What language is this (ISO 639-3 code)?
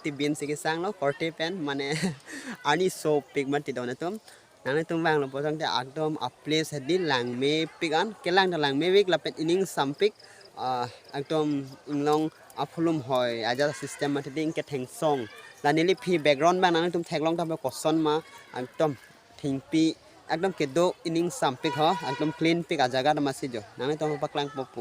mjw